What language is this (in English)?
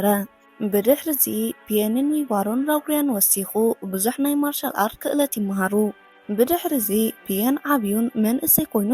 Tigrinya